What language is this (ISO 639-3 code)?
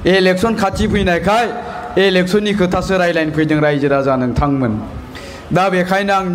brx